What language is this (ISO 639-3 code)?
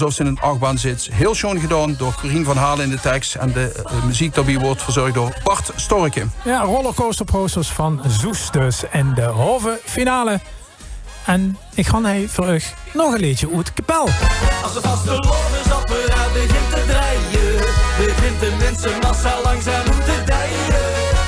lim